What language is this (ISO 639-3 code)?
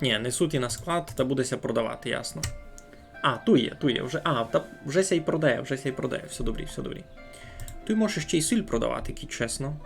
rue